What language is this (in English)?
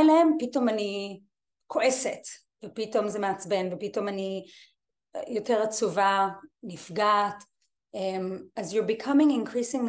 Hebrew